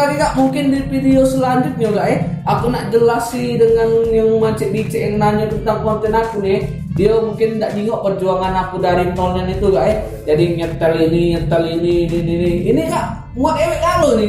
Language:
Musi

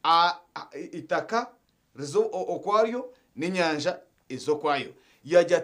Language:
Nyankole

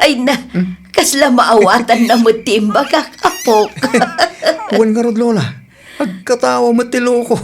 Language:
Iloko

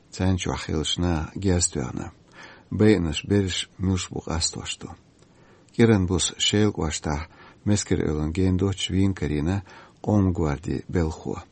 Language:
Chechen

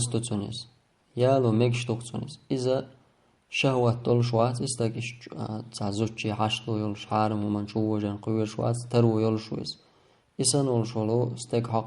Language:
Chechen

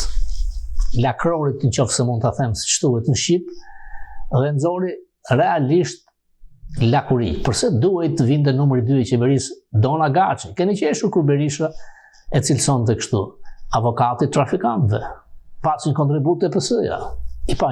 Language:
Albanian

